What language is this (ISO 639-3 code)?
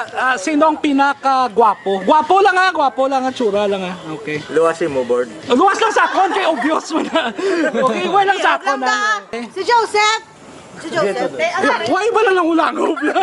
hil